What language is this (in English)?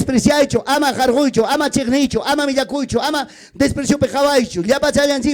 Ayacucho Quechua